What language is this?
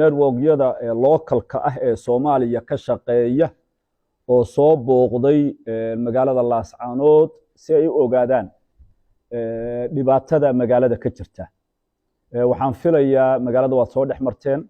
Somali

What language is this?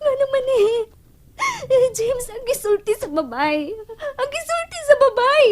Cebuano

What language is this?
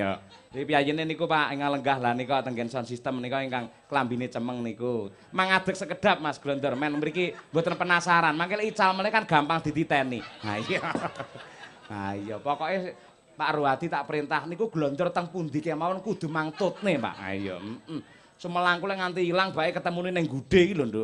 Javanese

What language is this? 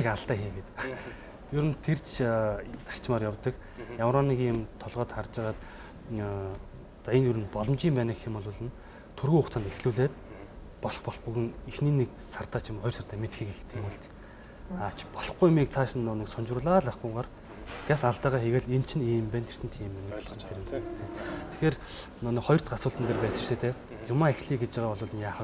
Mongolian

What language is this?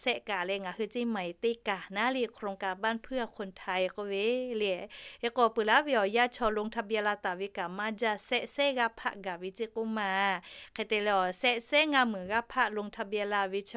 Lahu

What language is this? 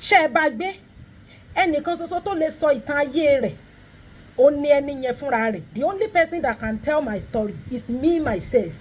Yoruba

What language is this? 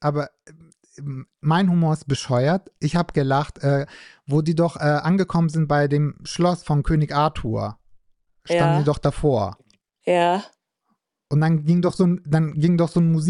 German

